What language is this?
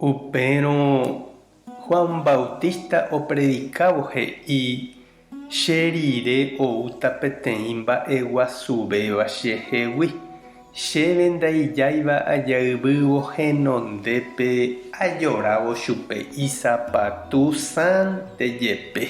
Guarani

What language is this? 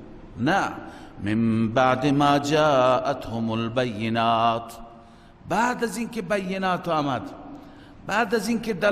Persian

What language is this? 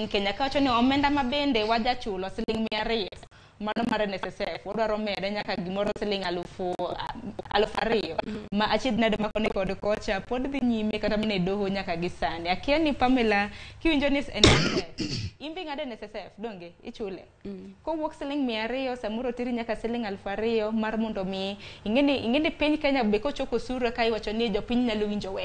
Luo (Kenya and Tanzania)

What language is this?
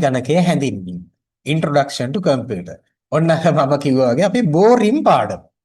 Sinhala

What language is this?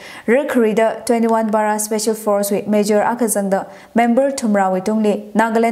Tangkhul Naga (India)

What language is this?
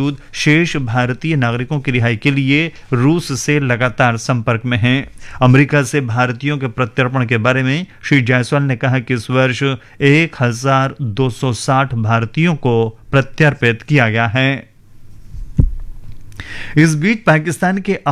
Hindi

